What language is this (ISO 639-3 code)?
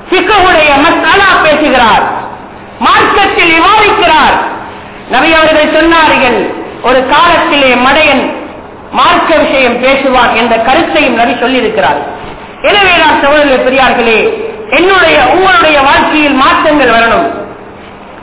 tam